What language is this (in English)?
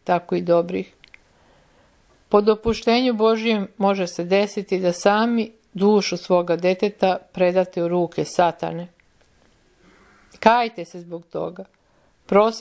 Serbian